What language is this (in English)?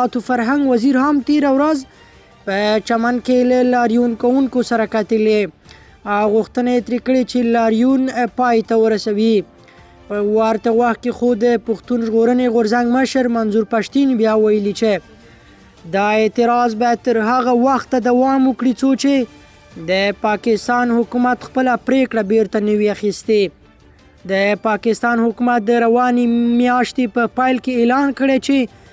Pashto